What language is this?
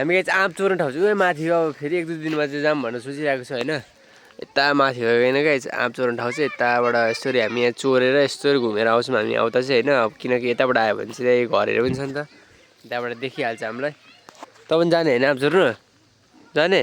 Nepali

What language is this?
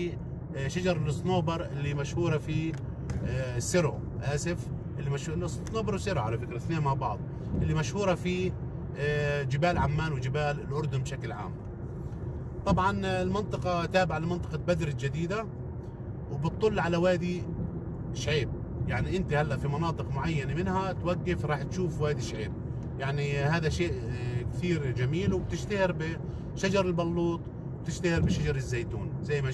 South Levantine Arabic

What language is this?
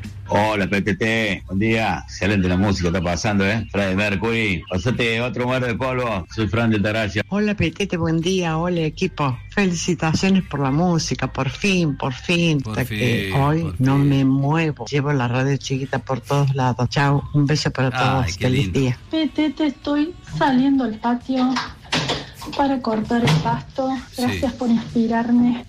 Spanish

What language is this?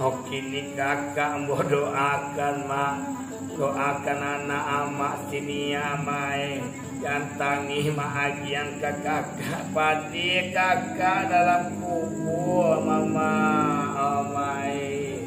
Minangkabau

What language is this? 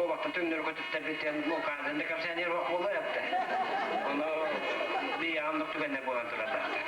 Yakut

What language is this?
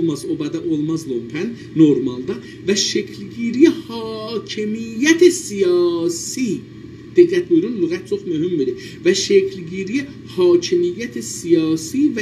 South Azerbaijani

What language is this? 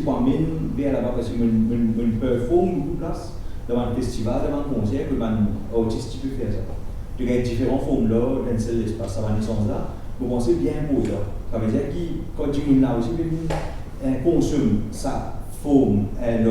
Morisyen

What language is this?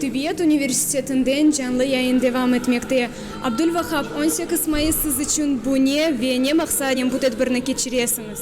Crimean Tatar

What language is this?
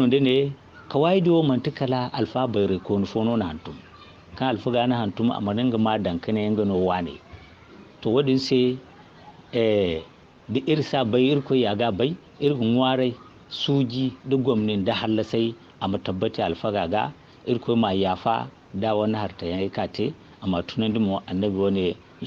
Zarma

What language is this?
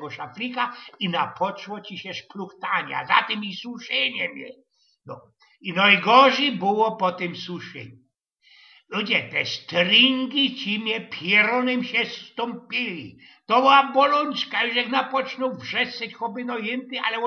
Silesian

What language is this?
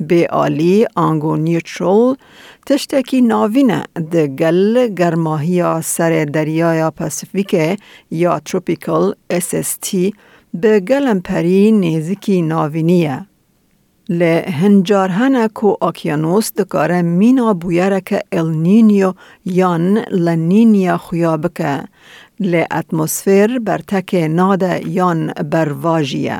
Kurdish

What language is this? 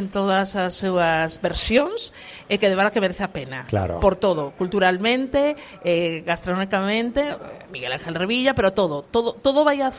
Galician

